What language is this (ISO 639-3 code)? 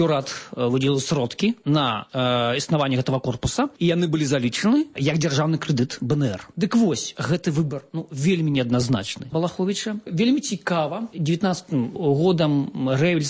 bel